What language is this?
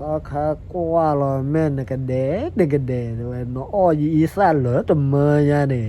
S'gaw Karen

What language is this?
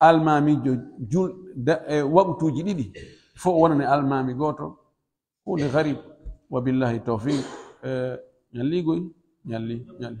Pular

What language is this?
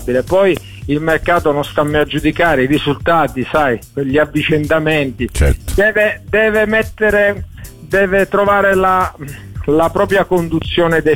Italian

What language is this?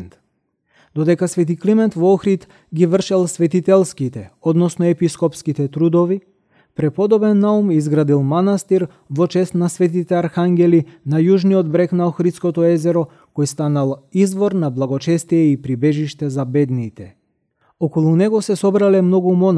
Macedonian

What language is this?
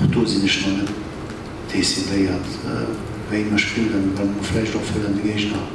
Luxembourgish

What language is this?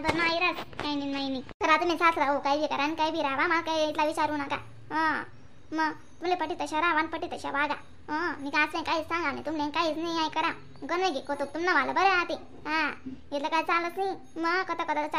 Khandesi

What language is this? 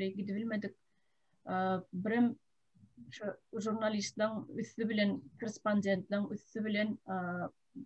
Turkmen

